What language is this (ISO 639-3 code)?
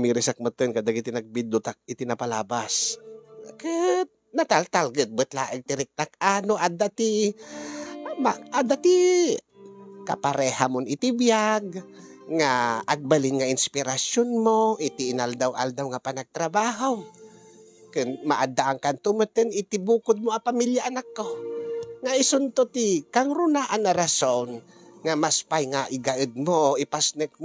ilo